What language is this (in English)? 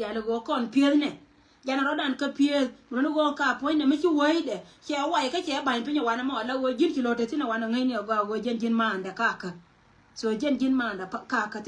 Nuer